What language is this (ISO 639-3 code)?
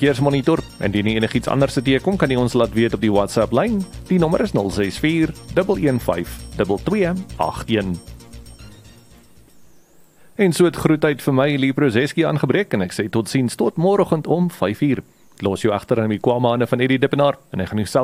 afr